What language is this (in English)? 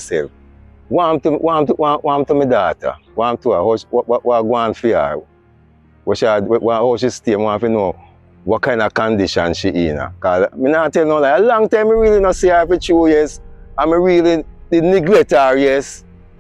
Jamaican Creole English